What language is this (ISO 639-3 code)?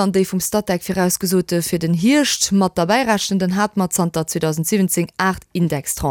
ltz